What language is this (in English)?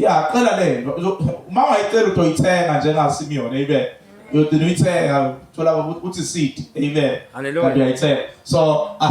Zulu